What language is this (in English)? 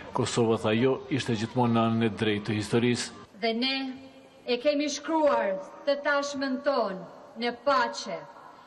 Albanian